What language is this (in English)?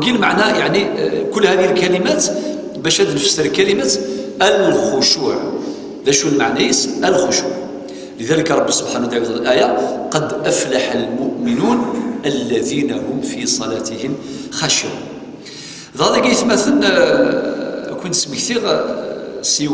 Kabyle